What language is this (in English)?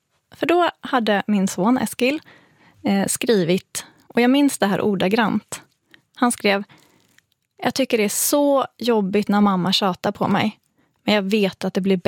Swedish